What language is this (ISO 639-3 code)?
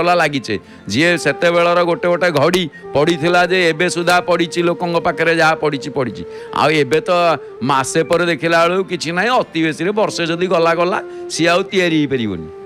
ori